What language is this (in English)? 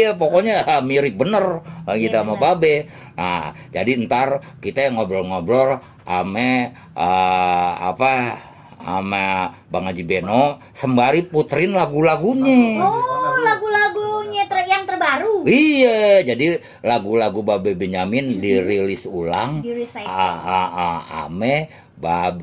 Betawi